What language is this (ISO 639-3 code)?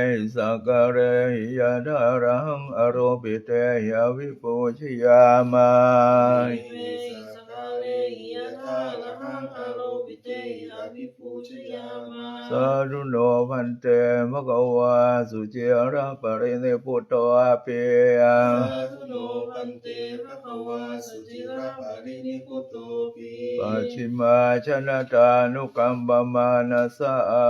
pli